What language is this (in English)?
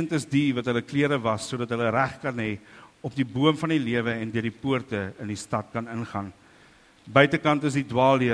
Afrikaans